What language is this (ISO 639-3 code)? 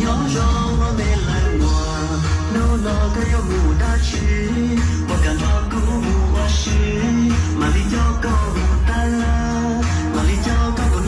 hmn